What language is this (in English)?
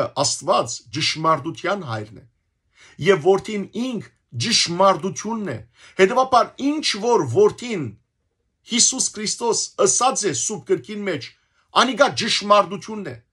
Western Armenian